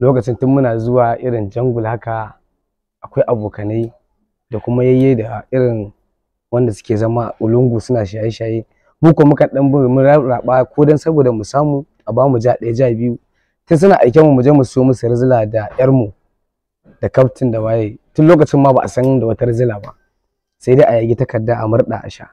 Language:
Hausa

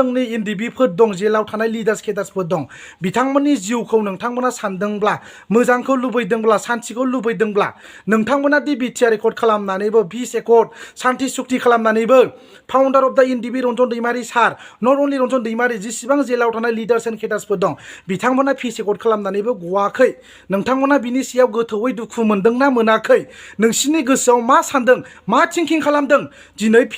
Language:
Bodo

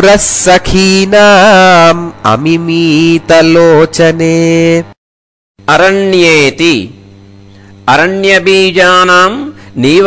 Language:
Sanskrit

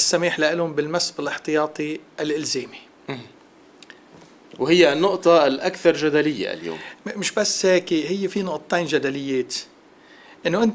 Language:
North Levantine Arabic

